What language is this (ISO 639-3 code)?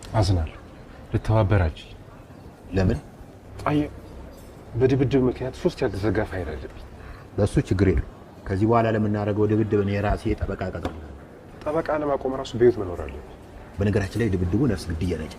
amh